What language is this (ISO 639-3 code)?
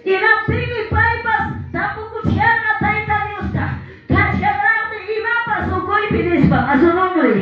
que